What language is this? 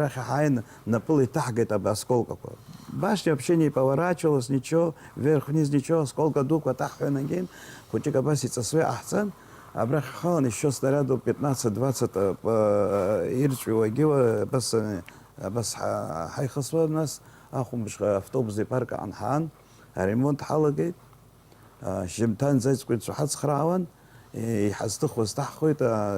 Abkhazian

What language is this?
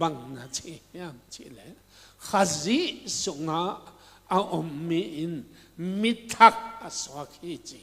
Tedim Chin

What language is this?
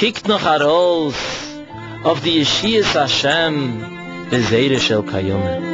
Yiddish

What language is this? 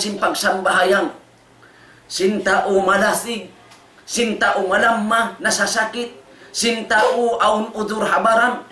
Tausug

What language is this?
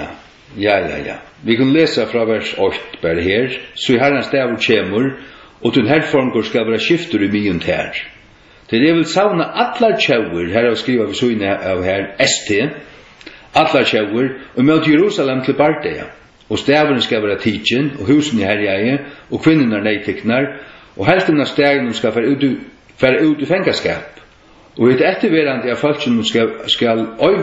Faroese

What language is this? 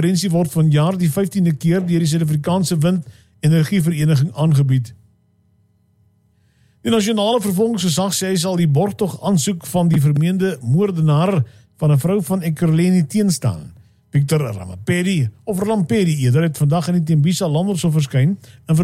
Afrikaans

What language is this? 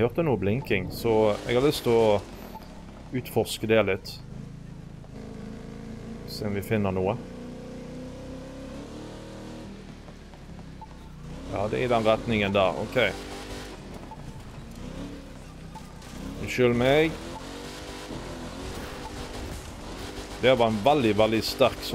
Norwegian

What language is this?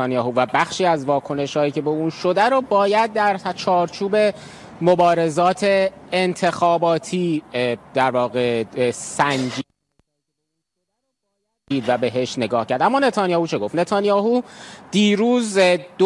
Persian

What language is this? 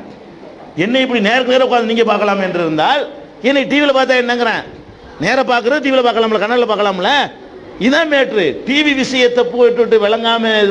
Tamil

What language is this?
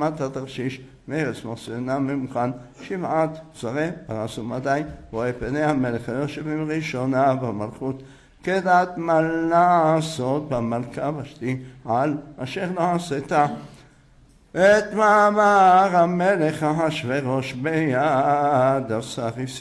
Hebrew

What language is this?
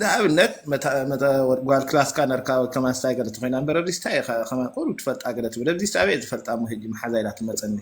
Tigrinya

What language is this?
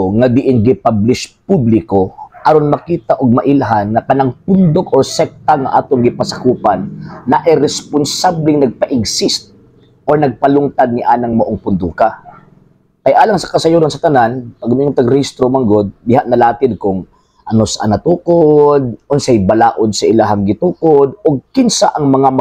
Cebuano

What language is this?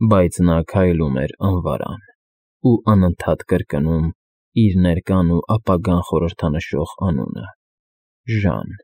Armenian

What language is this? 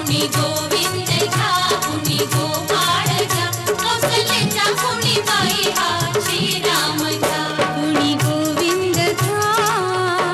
Marathi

